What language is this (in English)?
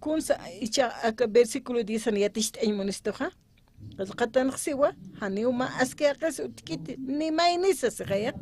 Aymara